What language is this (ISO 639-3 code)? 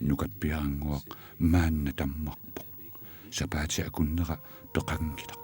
kal